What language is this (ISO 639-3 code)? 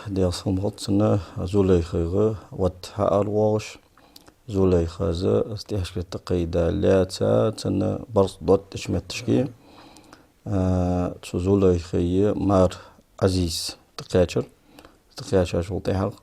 inh